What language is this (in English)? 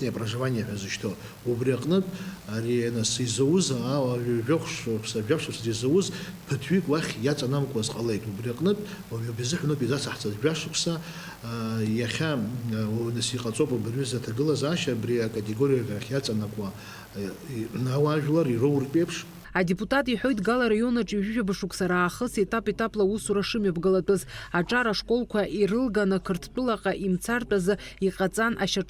Abkhazian